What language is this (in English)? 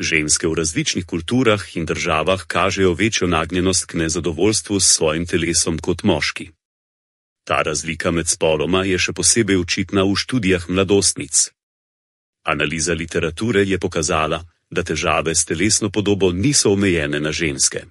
Slovenian